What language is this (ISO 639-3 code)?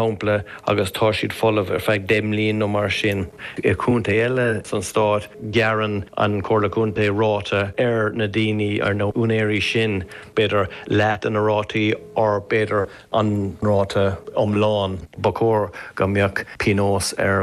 gle